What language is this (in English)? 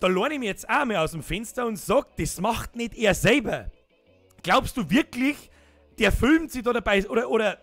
Bavarian